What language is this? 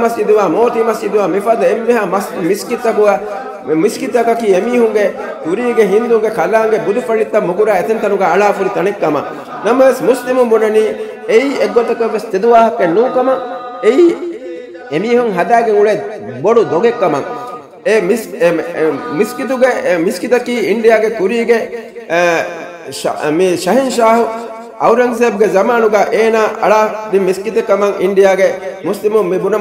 Divehi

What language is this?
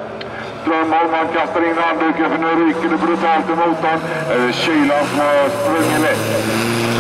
Swedish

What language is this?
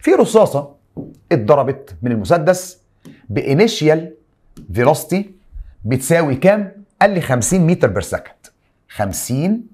Egyptian Arabic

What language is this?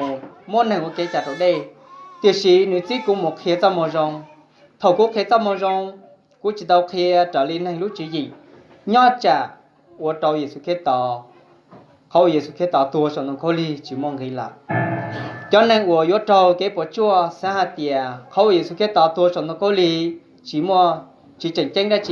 Hmong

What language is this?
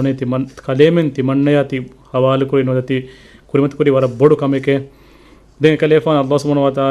Divehi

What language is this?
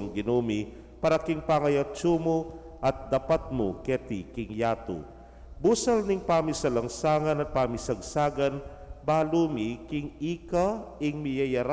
Pampanga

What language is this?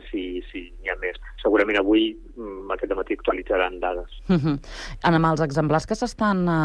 Catalan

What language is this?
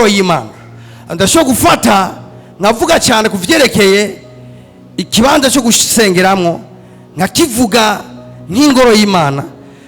Rundi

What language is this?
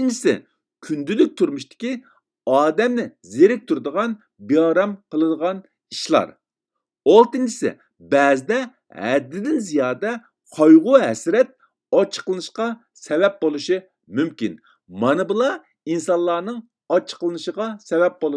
Uyghur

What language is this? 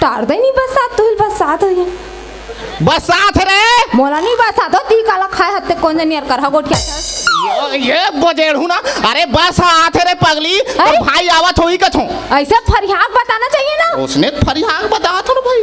Chhattisgarhi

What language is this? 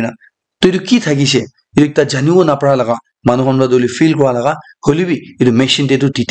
Naga Pidgin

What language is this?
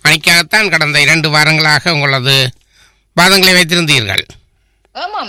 Tamil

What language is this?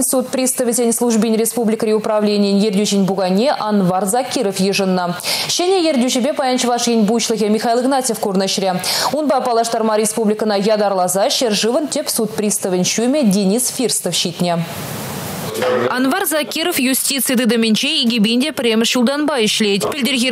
Chuvash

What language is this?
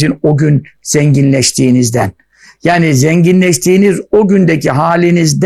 Turkish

